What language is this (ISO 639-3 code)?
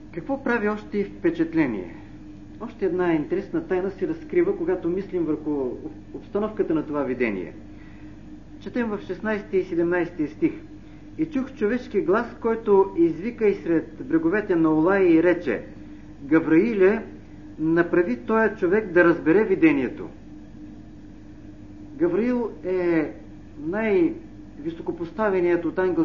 bul